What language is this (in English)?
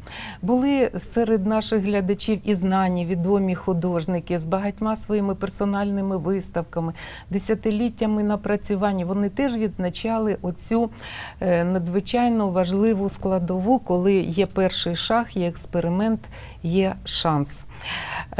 Ukrainian